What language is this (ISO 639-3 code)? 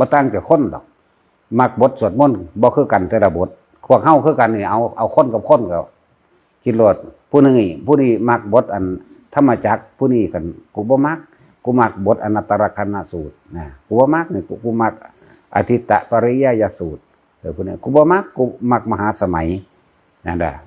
tts